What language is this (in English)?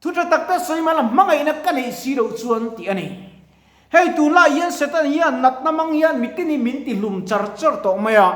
Mizo